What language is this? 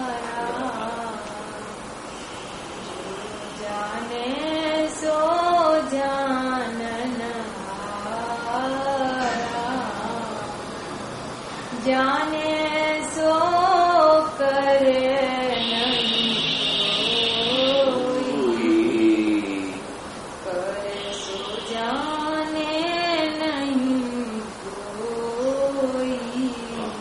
Gujarati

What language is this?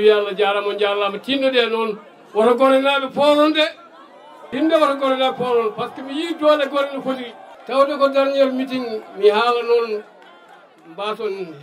Fula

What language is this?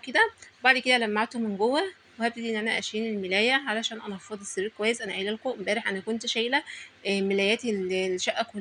Egyptian Arabic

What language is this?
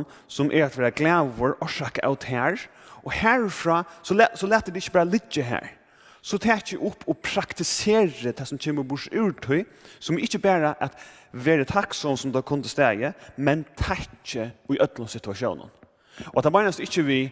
Faroese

